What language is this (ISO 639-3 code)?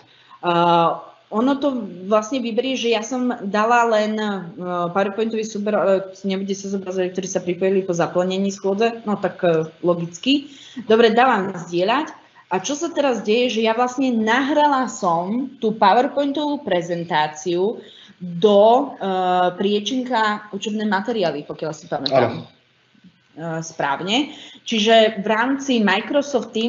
slk